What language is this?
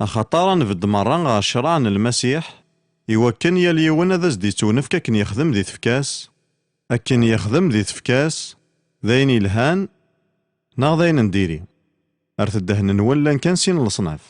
Kabyle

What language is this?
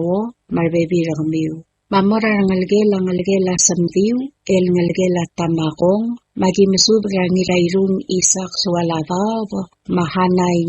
Palauan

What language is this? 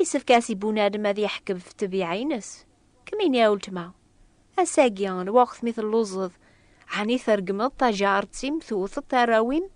Kabyle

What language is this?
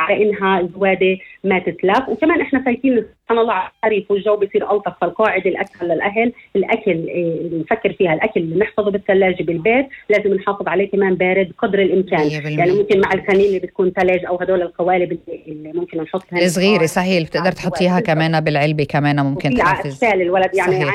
North Levantine Arabic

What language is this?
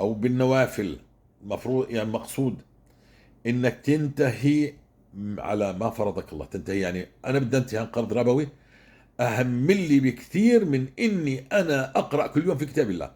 North Levantine Arabic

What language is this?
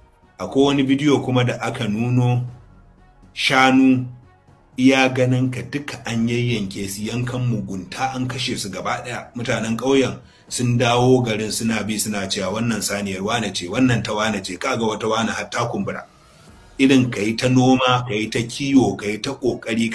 Hausa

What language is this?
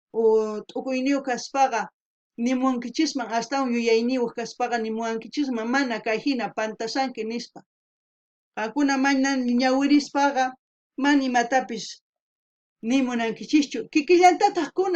South Bolivian Quechua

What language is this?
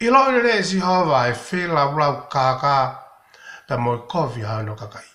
Tongan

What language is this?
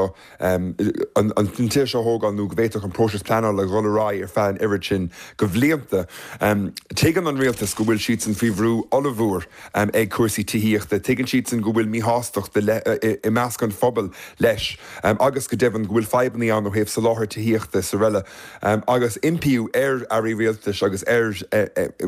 Irish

